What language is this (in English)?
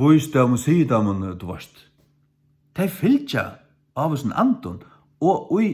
Faroese